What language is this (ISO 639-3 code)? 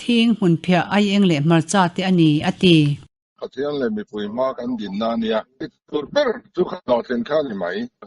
lus